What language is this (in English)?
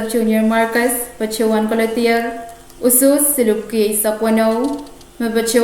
Pohnpeian